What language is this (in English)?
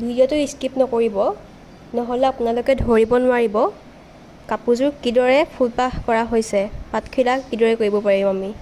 Assamese